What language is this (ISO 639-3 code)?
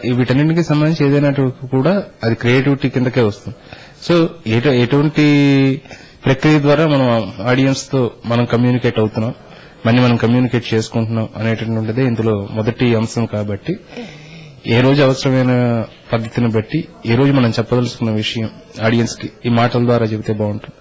tel